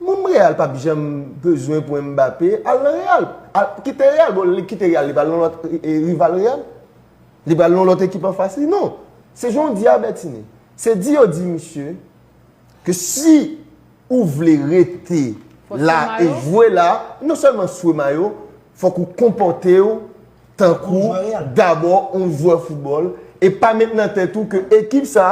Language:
Haitian Creole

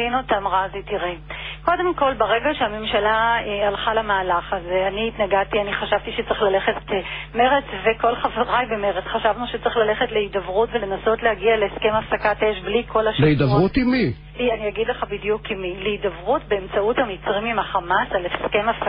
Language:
Hebrew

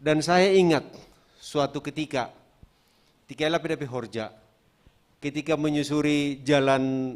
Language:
Batak Simalungun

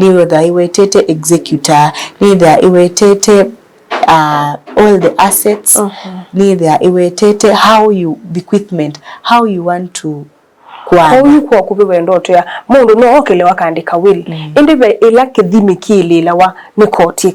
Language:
Kamba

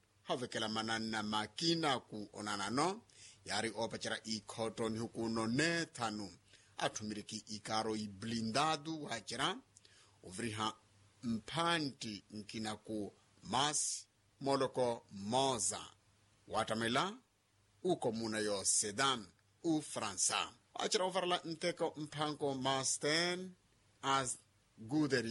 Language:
Makhuwa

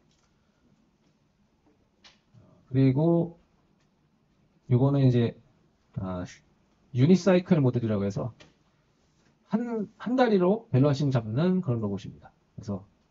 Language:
Korean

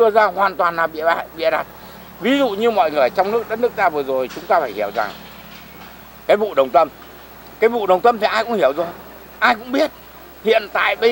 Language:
Vietnamese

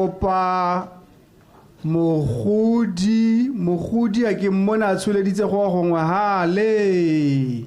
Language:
Tswana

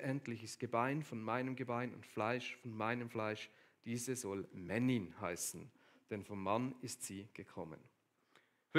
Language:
Swiss German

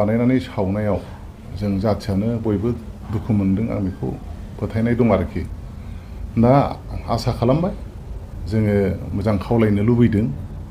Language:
Bodo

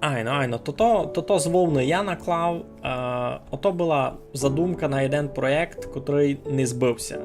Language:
Rusyn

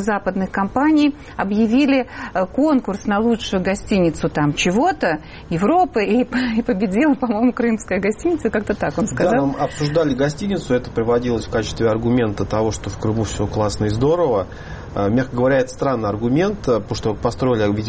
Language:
Russian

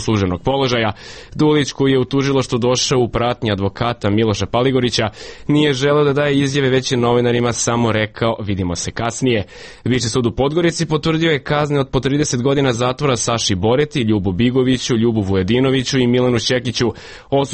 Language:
Serbian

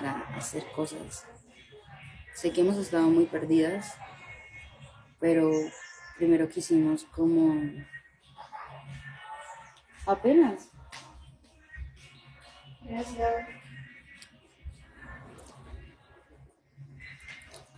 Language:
Spanish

